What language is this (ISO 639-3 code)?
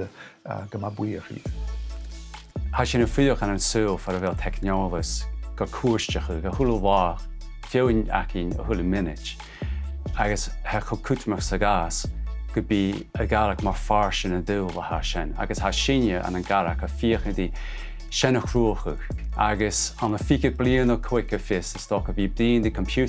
gla